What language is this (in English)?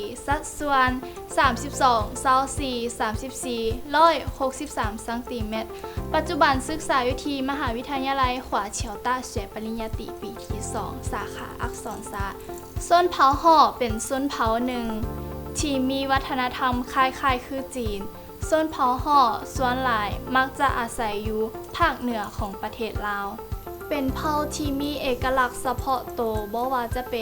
Lao